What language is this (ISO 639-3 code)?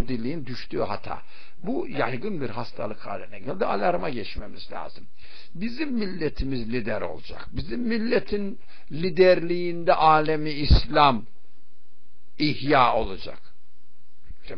tur